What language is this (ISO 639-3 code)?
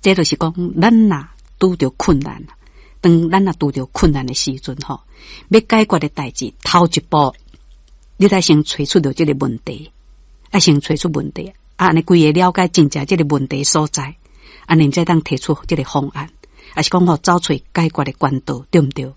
nan